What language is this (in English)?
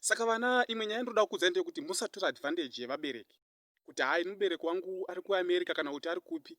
Shona